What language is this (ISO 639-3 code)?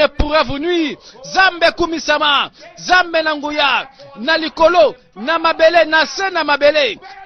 lin